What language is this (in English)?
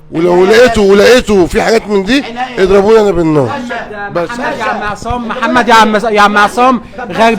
Egyptian Arabic